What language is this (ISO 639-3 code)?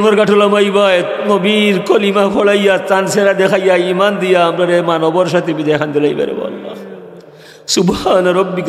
syl